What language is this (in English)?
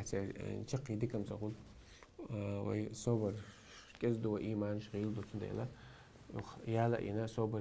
Chechen